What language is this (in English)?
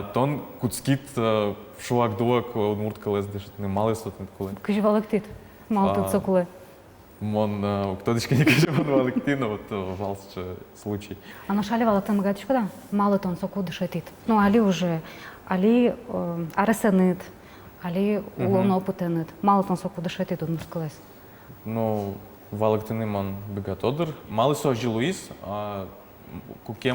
Udmurt